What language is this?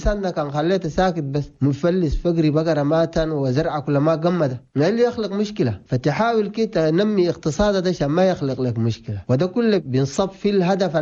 Chadian Arabic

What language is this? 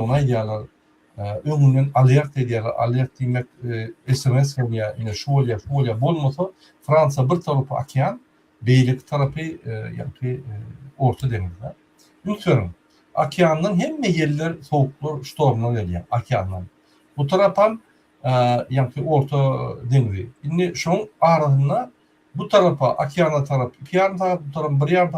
Turkmen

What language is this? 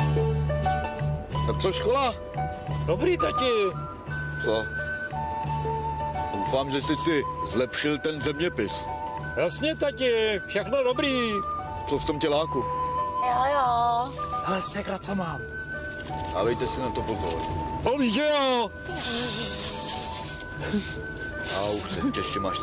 Czech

